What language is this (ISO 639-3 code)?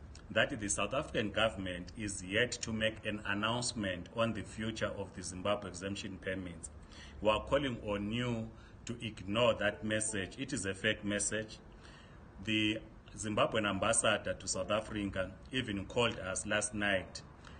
eng